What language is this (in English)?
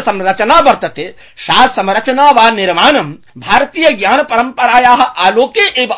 Sanskrit